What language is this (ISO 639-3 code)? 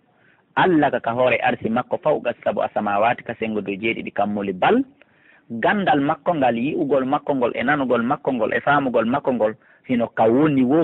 ful